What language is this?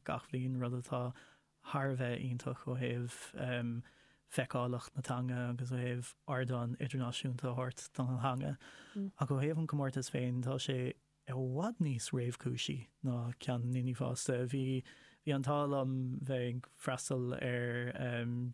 Irish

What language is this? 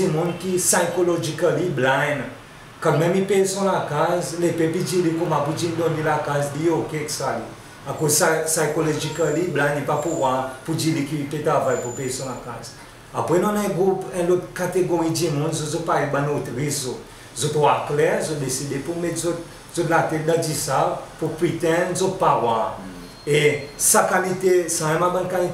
Seselwa Creole French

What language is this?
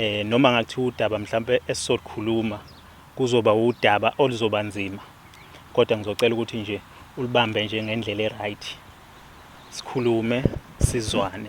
Zulu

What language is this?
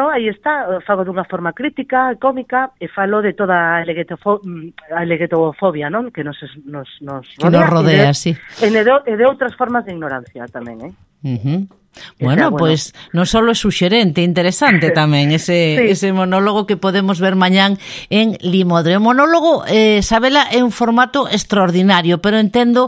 Galician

